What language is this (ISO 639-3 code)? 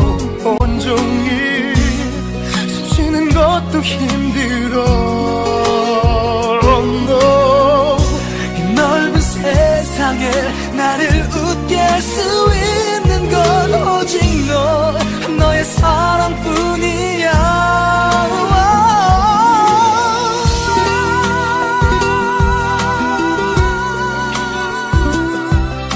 kor